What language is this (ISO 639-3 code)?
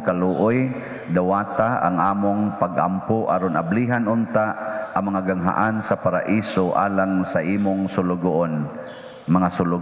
ceb